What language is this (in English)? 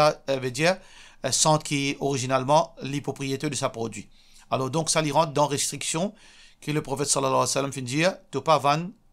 Morisyen